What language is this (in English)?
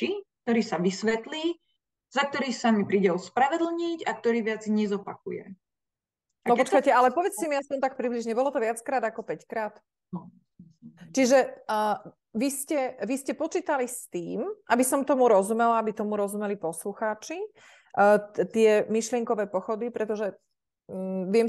Slovak